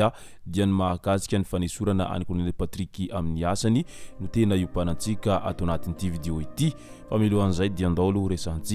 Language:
Malagasy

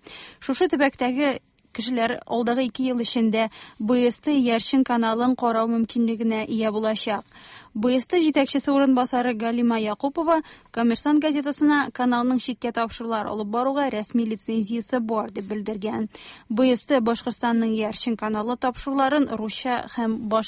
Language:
Tatar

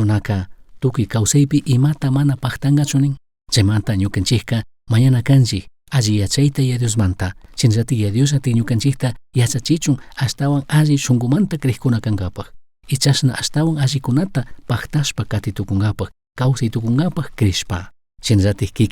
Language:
Chimborazo Highland Quichua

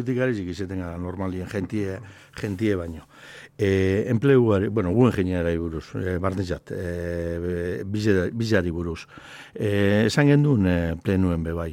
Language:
Basque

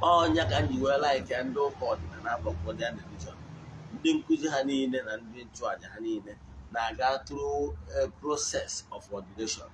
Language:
Igbo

